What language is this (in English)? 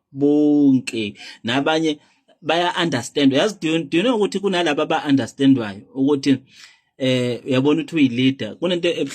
Zulu